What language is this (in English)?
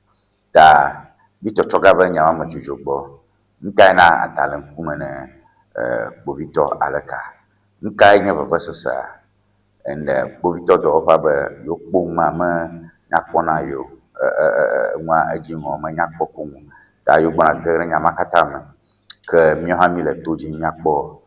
Ewe